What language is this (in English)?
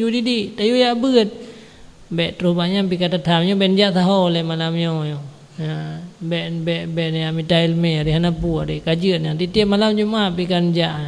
Achinese